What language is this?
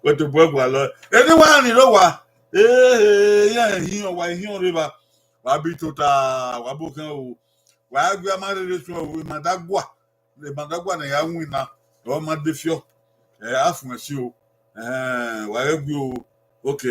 Bini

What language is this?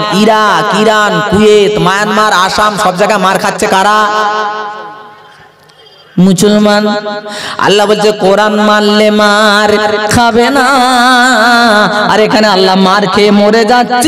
Bangla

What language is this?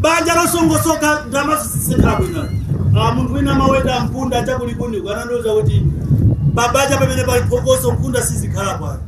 Nyanja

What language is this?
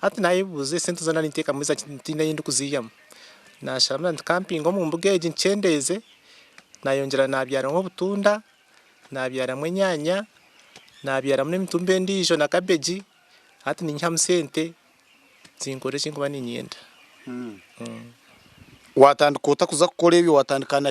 Nyankole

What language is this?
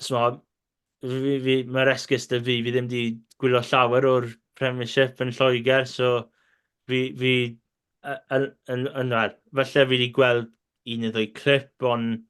Welsh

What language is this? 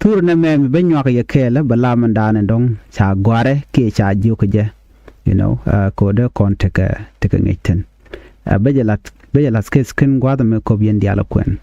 Nuer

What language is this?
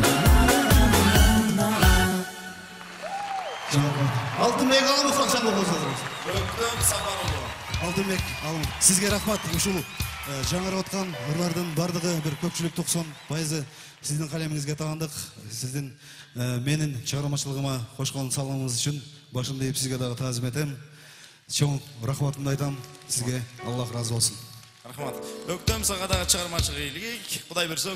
Kyrgyz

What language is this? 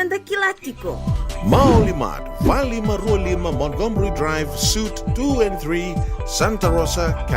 Fijian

